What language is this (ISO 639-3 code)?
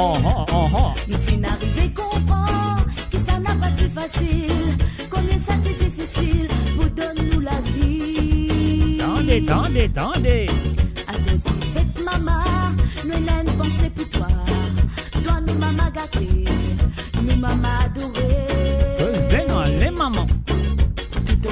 mfe